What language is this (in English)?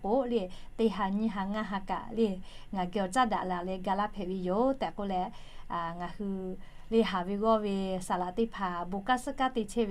Lahu